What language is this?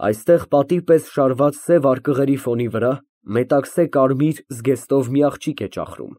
Armenian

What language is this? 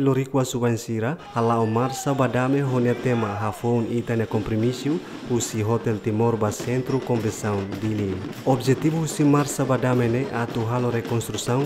Tetum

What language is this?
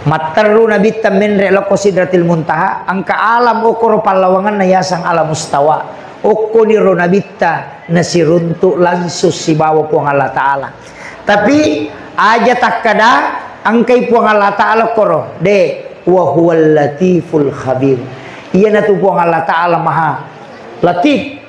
Buginese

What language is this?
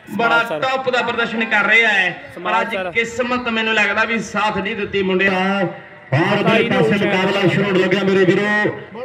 Punjabi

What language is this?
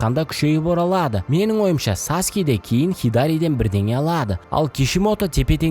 Kazakh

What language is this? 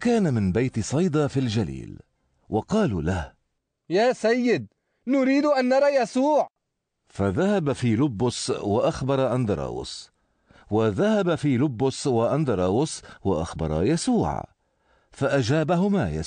Arabic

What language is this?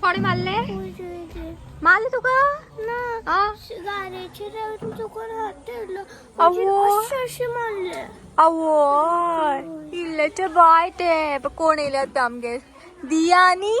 Konkani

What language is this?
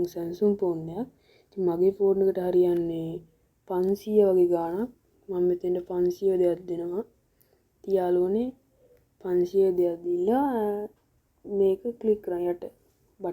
Sinhala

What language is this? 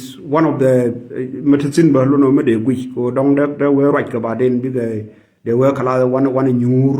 Nuer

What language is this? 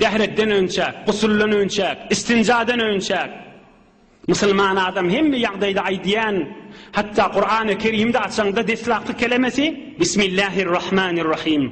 Turkmen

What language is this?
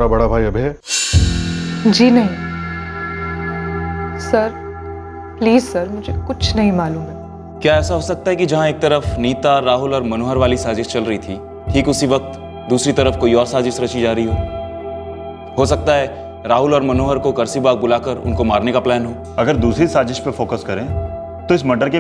Hindi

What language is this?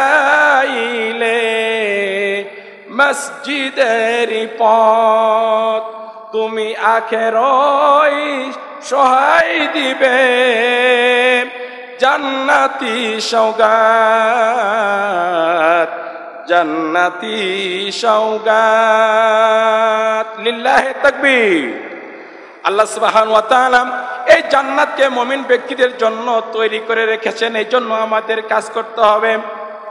Bangla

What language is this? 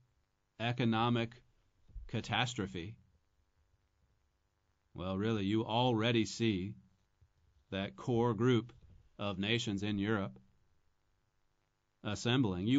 English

